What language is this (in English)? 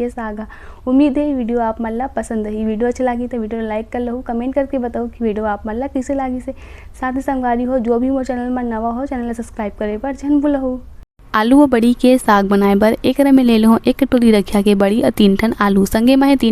Chhattisgarhi